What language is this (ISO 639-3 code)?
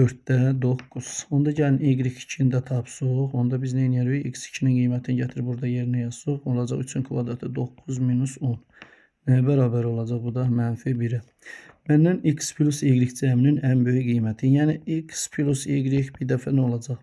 aze